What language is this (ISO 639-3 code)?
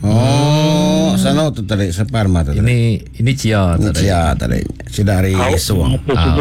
iba